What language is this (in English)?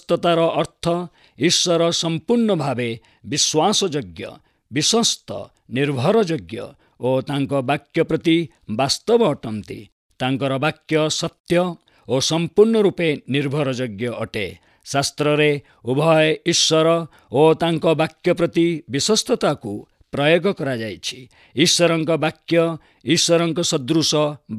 Odia